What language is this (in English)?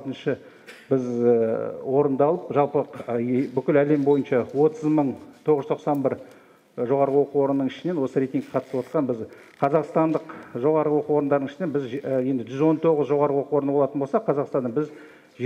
Kazakh